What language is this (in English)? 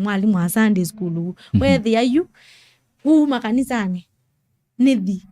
Kamba